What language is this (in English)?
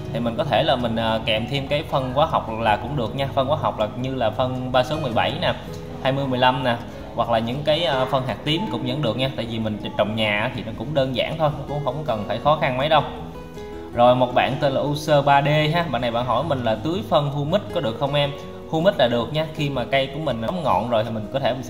Vietnamese